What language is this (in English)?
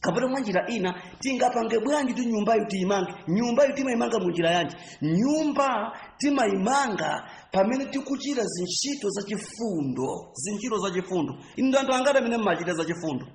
Nyanja